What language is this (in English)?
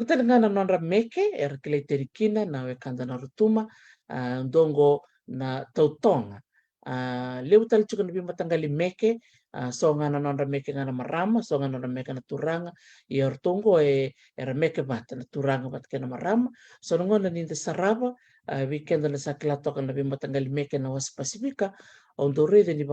Fijian